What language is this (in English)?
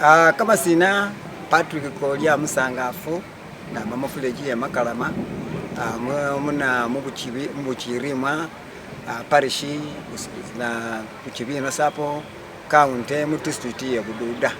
Masaaba